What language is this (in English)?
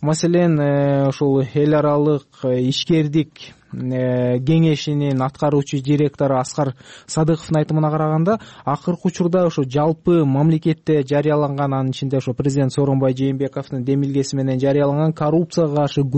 Kyrgyz